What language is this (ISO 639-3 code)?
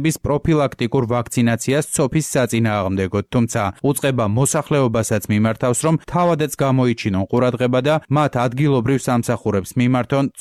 kat